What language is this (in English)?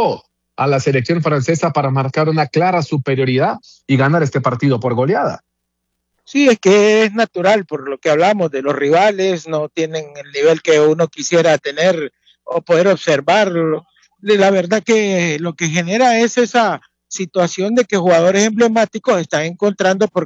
Spanish